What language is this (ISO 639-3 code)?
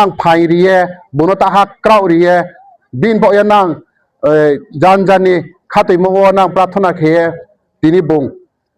ria